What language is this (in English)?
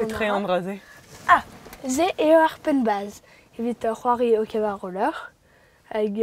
Breton